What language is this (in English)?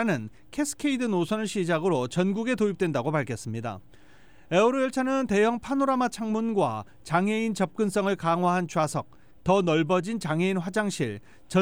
Korean